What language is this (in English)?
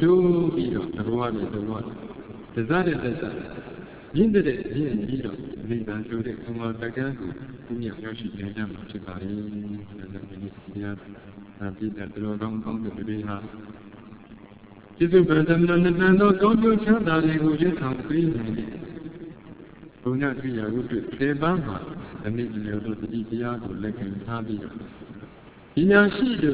Burmese